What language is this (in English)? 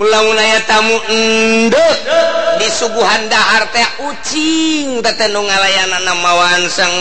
Sundanese